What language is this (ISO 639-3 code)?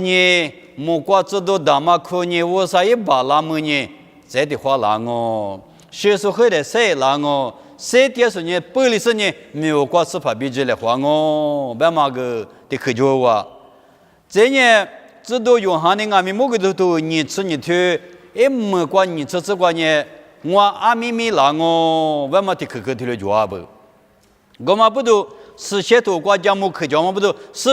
lis